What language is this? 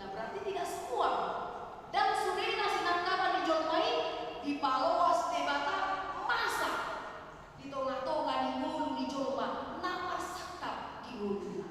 Batak Toba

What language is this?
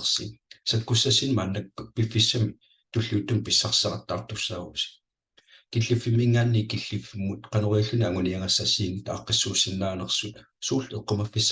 Kalaallisut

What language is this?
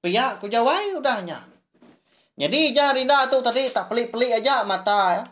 Iban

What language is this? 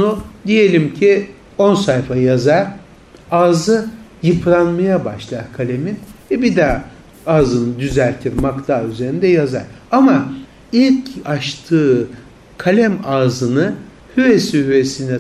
Turkish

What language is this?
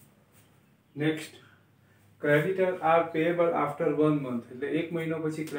Gujarati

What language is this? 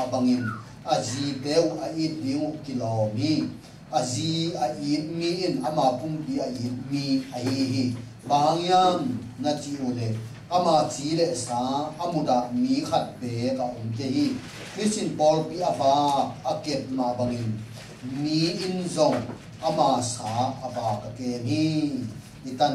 Tedim Chin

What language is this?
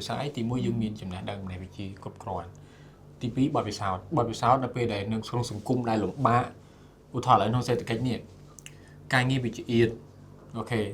Khmer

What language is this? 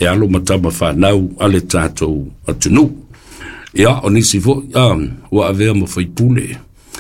Samoan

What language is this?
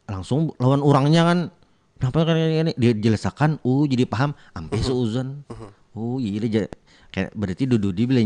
Banjar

